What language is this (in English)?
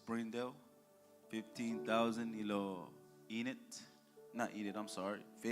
Marshallese